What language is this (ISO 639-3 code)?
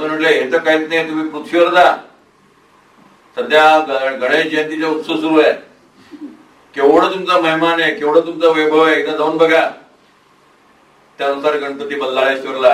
mar